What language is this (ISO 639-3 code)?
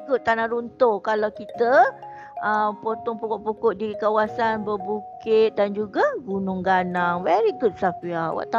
msa